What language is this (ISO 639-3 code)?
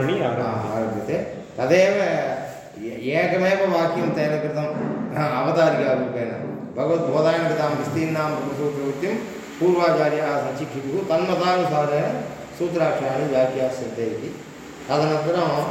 san